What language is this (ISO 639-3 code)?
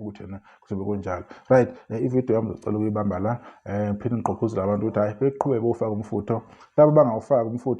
zul